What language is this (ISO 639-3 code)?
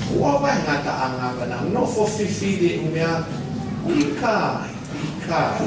ton